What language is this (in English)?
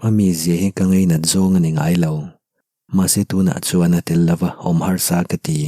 Mizo